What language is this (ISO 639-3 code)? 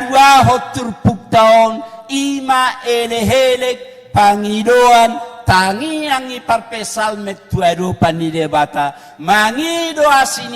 bbc